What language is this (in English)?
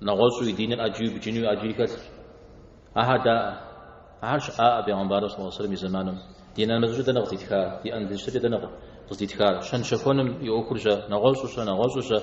Kabardian